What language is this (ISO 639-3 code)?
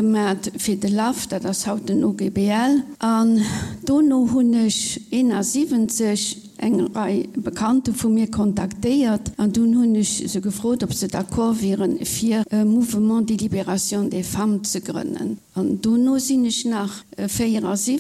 ltz